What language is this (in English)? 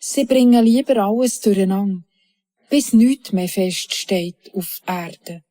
Swiss German